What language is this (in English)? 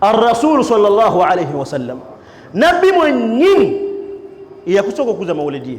Ganda